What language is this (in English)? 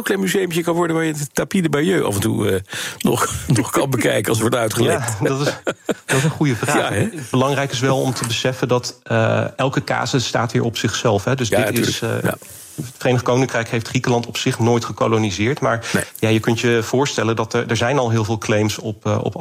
Dutch